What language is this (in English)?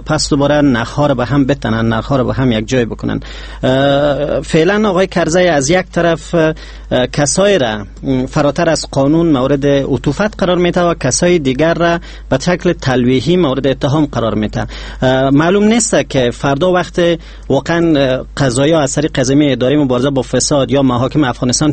Persian